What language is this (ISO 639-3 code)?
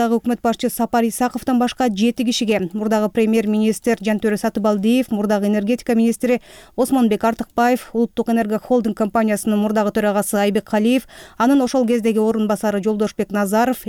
kir